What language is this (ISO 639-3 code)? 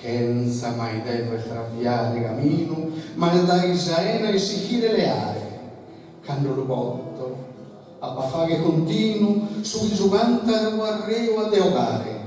srd